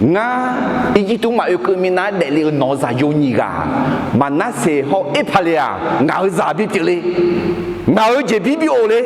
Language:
Akha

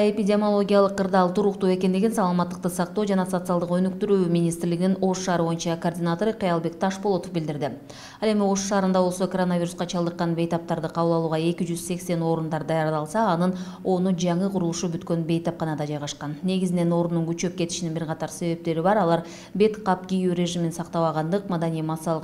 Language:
Kyrgyz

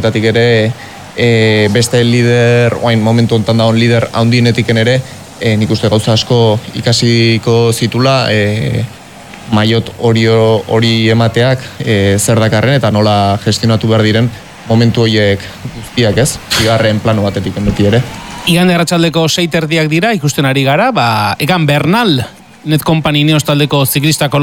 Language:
Basque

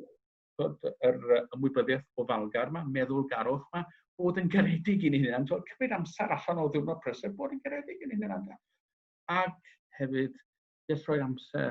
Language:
Welsh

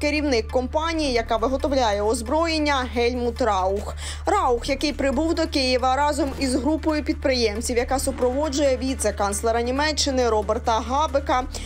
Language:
Ukrainian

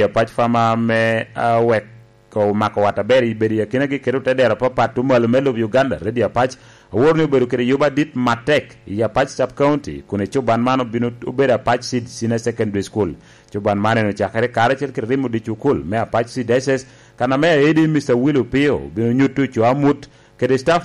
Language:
Lango (Uganda)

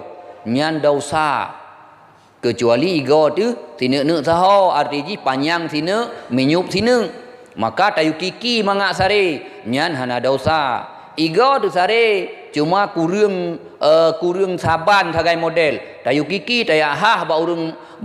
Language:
Achinese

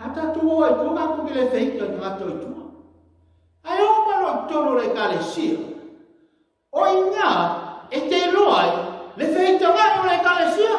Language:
Samoan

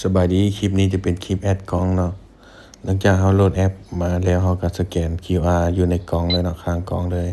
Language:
Lao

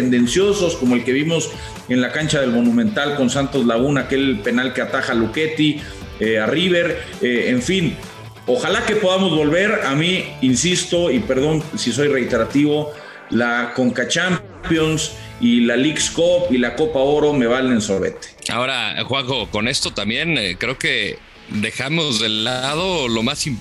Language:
Spanish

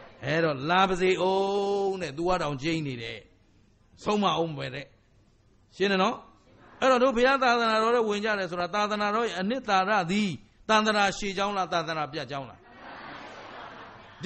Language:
Burmese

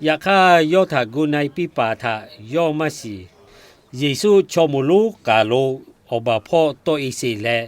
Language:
Lahu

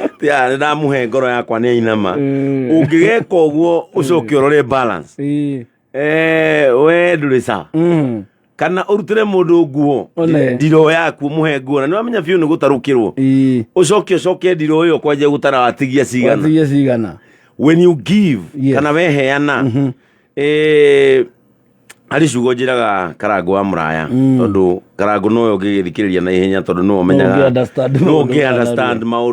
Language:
Kikuyu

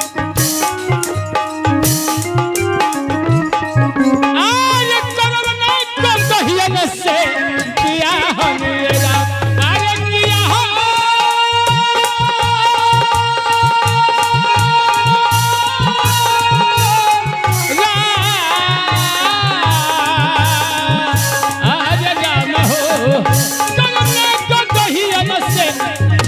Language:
Bhojpuri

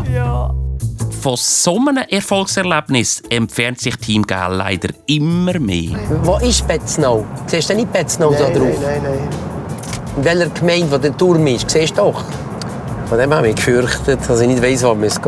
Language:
Swiss German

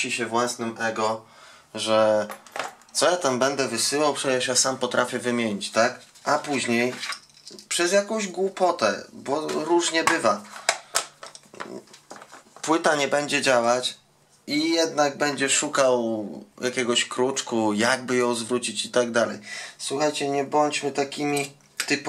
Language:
Polish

